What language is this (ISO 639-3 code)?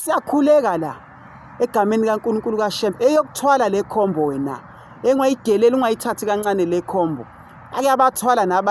zul